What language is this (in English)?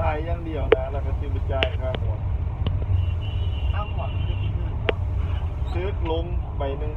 Lao